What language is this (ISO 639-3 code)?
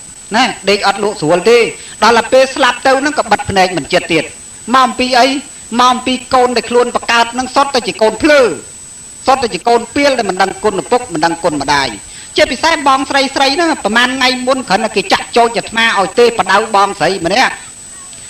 khm